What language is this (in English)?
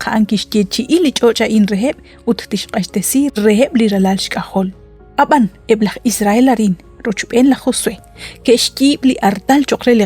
Kekchí